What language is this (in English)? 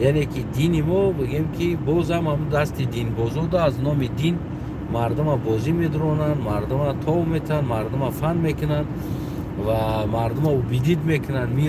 Tajik